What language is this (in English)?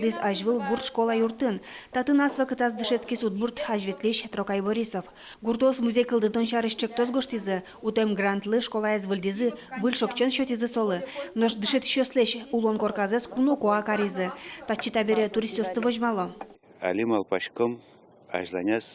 Udmurt